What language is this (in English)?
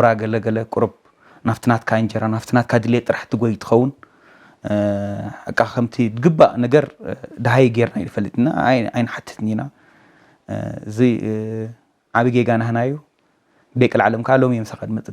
Tigrinya